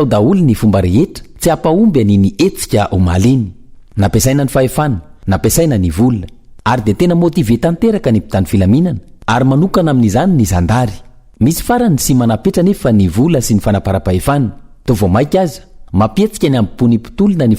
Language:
Malagasy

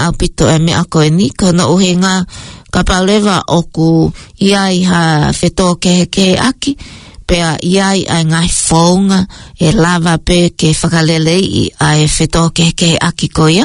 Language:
Tongan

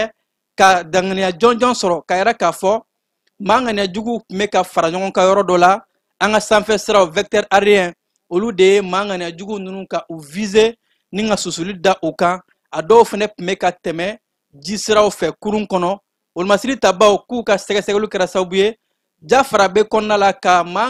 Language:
Bambara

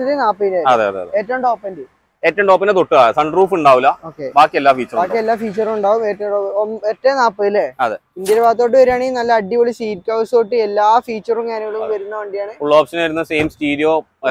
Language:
Malayalam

